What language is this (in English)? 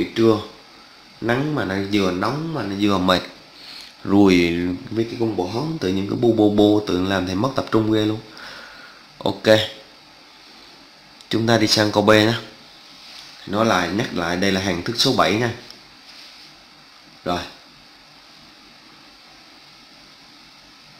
Vietnamese